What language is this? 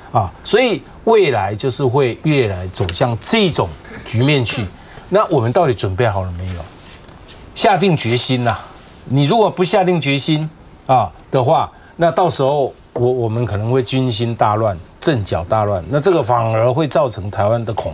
Chinese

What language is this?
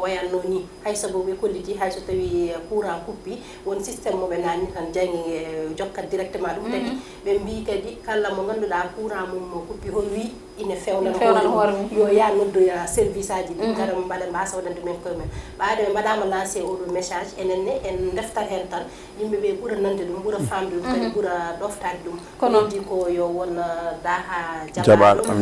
Fula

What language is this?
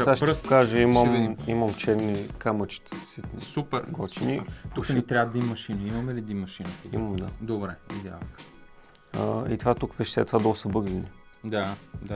Bulgarian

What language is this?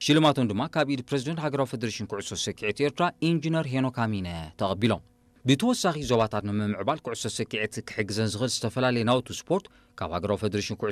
Tigrinya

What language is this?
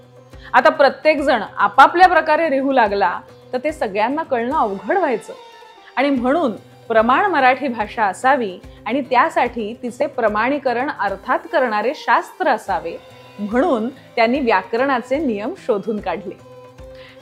Marathi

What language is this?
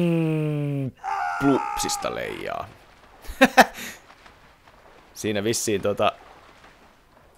Finnish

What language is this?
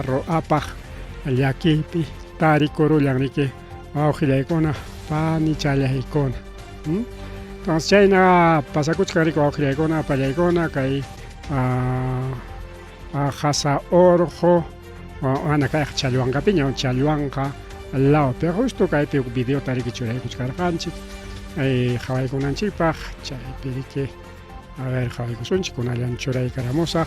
Ayacucho Quechua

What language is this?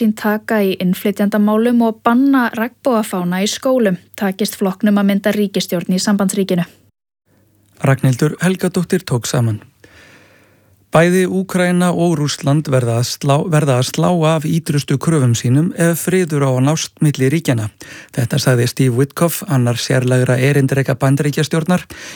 Icelandic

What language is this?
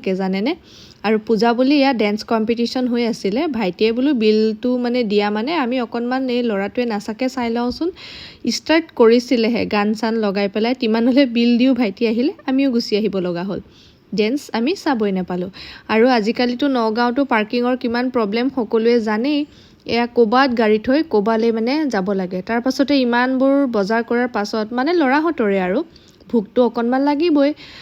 Assamese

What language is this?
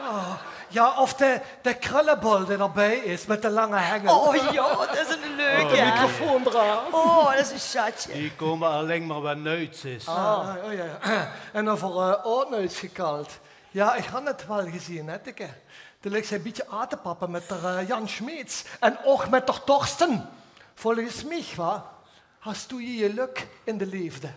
Limburgish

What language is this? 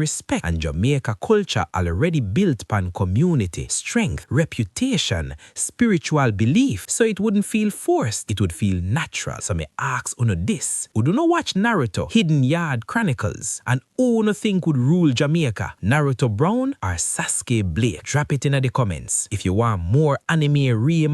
Jamaican Creole English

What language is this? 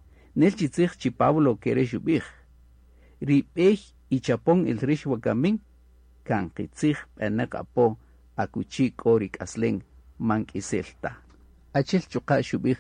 Kaqchikel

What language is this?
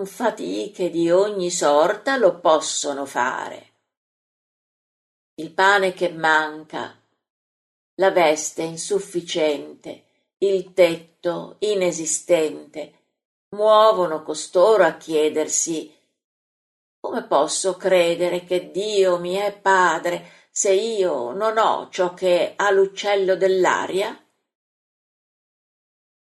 Italian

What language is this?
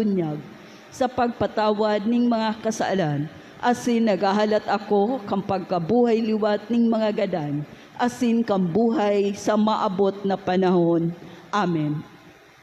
Bikol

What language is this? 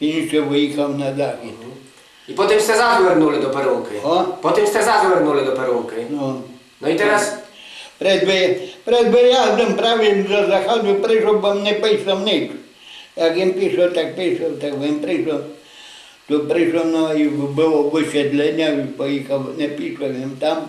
Rusyn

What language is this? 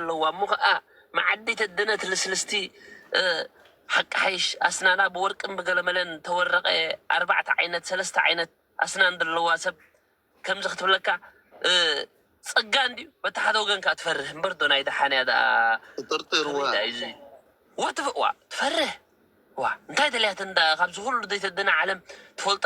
Tigrinya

